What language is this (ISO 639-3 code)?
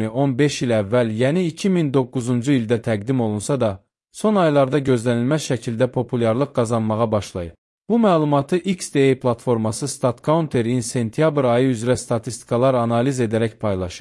aze